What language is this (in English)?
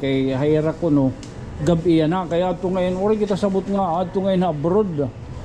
Waray